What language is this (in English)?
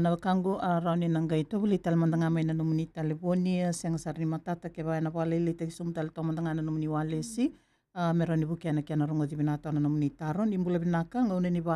Fijian